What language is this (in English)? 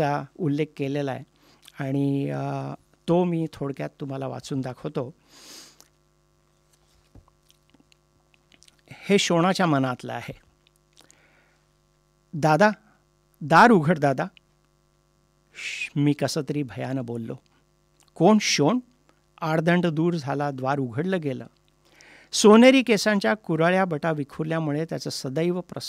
Marathi